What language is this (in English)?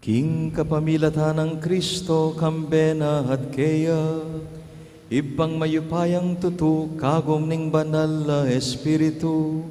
Pampanga